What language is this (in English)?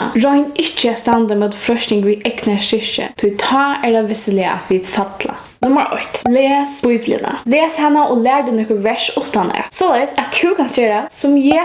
Faroese